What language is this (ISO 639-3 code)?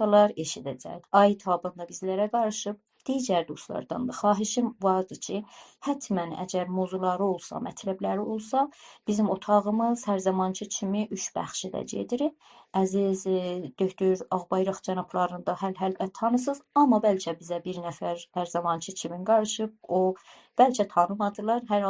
azb